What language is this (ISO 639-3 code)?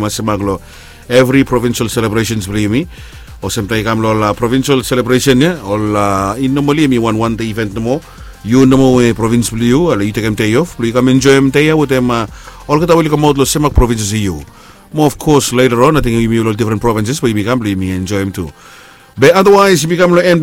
bis